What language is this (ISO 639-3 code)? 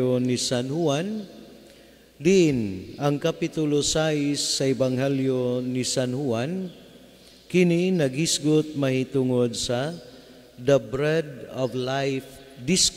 ceb